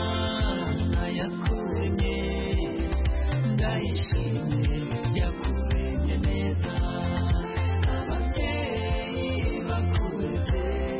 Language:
Kinyarwanda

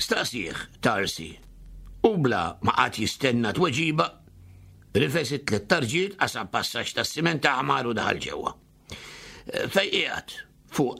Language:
Maltese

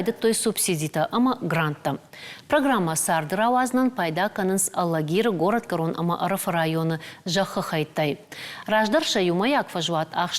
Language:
Ossetic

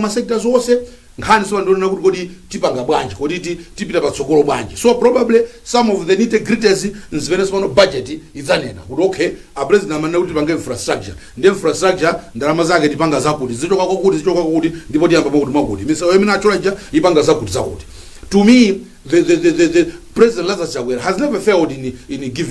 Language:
Nyanja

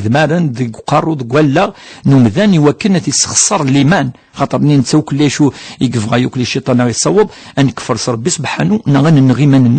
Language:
Kabyle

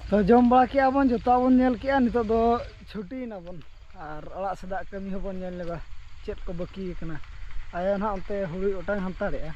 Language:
Santali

